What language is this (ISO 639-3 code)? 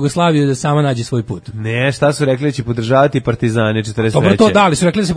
srp